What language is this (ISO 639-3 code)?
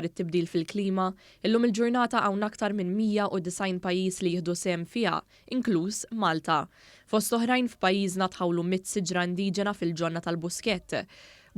mlt